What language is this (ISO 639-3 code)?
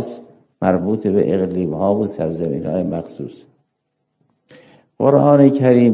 fas